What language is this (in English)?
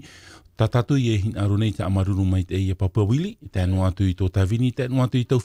Tahitian